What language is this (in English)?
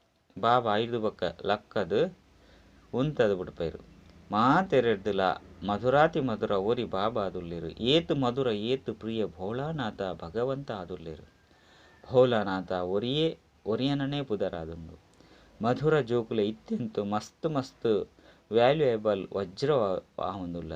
Tulu